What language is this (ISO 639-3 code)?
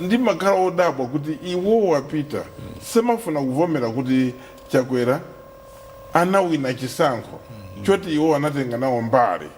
nya